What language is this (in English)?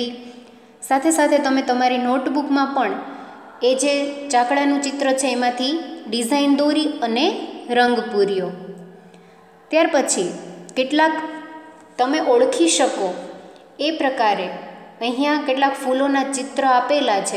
Gujarati